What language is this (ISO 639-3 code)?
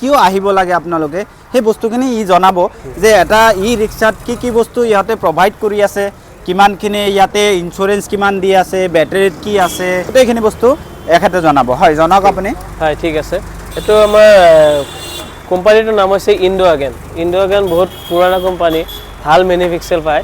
asm